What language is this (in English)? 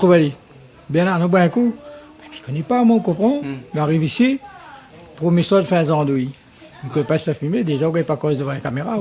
Réunion Creole French